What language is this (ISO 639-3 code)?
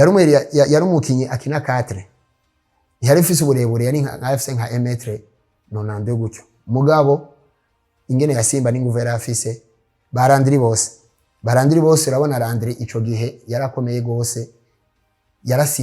run